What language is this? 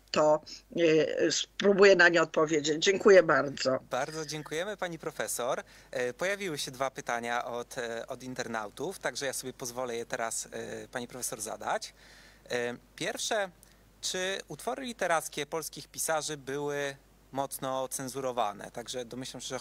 Polish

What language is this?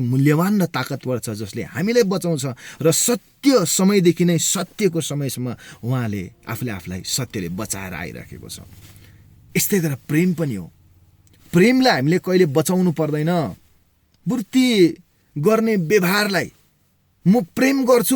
Nepali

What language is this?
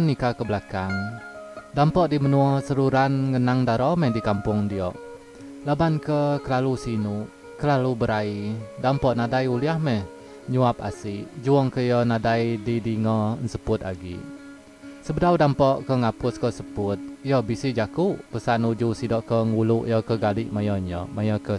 Iban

